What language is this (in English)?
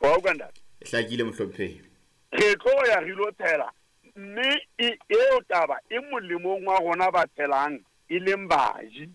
Southern Sotho